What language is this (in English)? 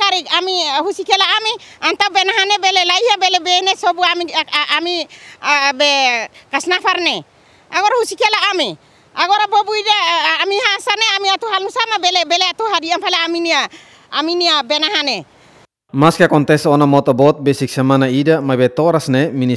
Tetum